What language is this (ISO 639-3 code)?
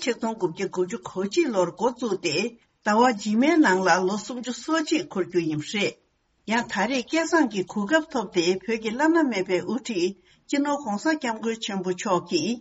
bod